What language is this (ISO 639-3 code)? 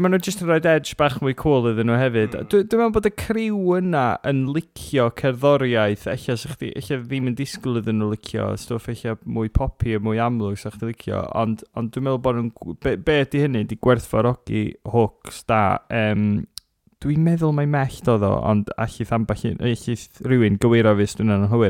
cym